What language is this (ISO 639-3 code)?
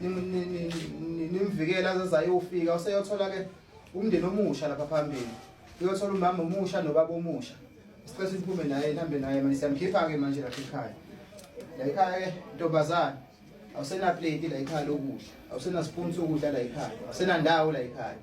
zul